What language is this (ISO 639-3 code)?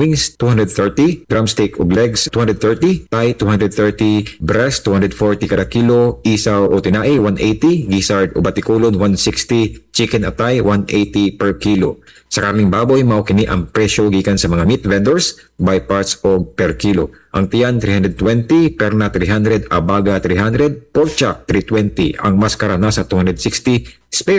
ceb